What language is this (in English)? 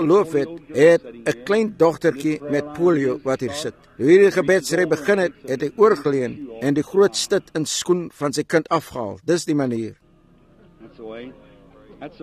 Afrikaans